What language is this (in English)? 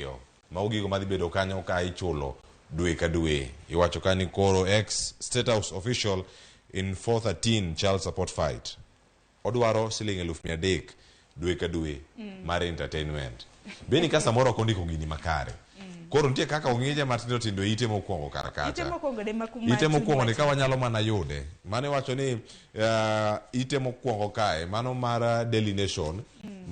Luo (Kenya and Tanzania)